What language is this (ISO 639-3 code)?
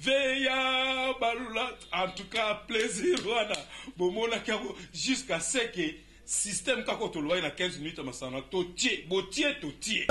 lin